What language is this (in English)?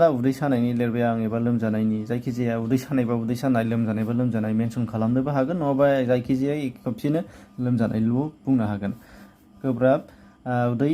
Bodo